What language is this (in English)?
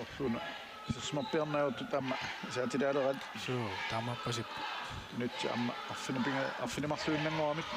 Kalaallisut